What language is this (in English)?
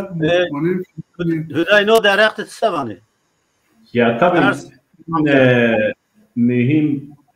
Zaza